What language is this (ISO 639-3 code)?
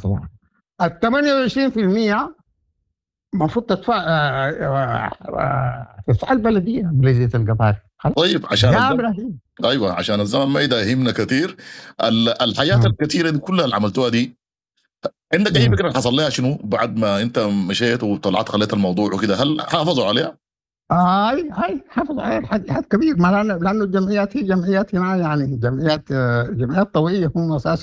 apd